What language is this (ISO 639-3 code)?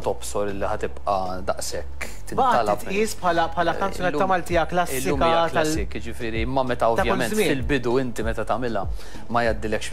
mlt